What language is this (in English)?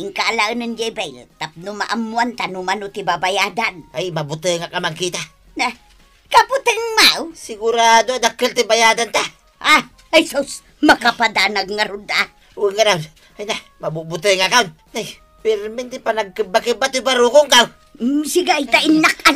Iloko